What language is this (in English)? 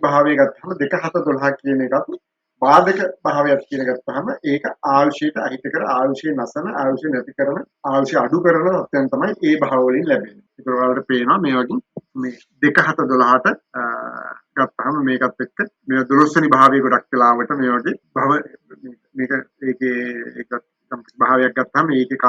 Sinhala